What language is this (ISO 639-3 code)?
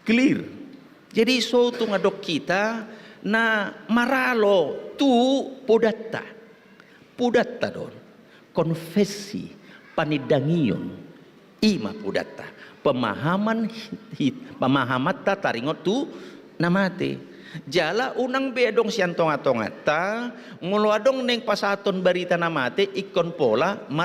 bbc